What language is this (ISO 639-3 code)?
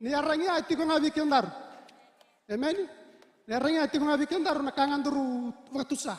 fij